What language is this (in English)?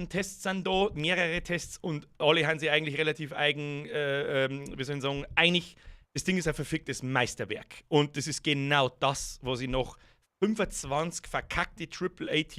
Bavarian